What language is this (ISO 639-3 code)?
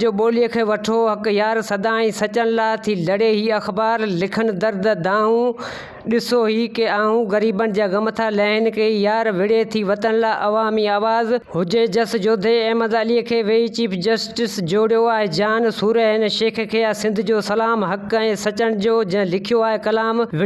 snd